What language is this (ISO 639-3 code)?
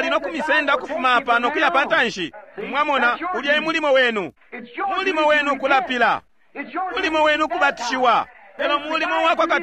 bem